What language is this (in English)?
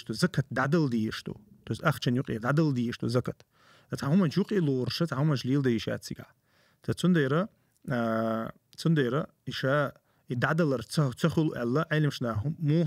Chechen